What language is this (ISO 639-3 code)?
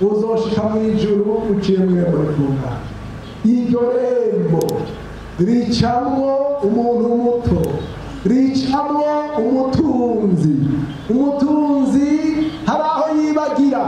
run